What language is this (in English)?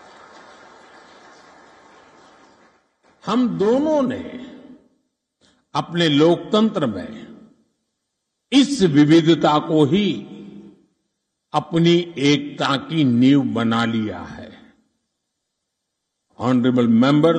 Hindi